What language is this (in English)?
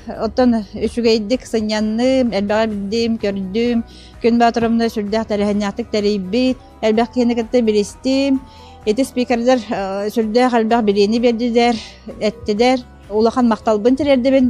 Yakut